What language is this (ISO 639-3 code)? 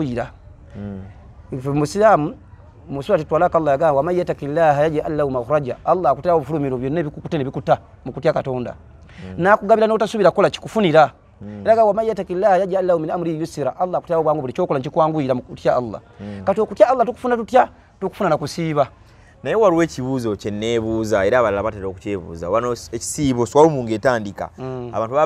lug